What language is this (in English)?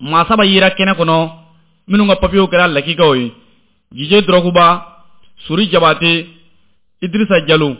Bambara